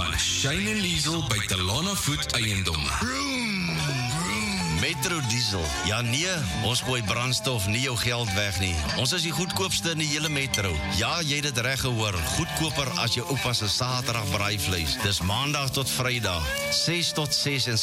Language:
Afrikaans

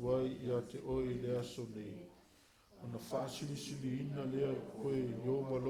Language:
Samoan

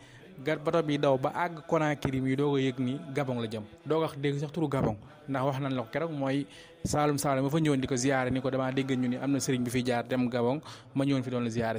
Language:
Wolof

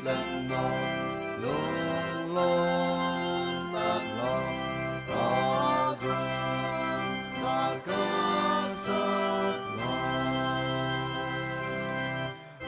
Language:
Hakha Chin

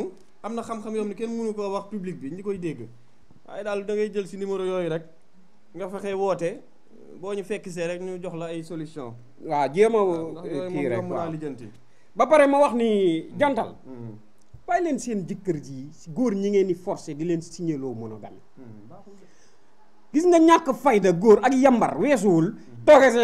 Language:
Wolof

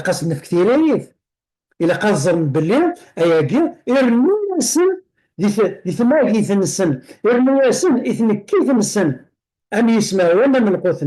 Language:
Kabyle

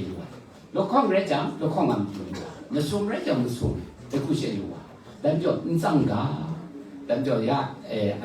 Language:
Kachin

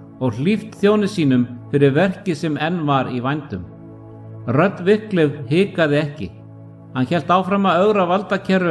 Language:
Icelandic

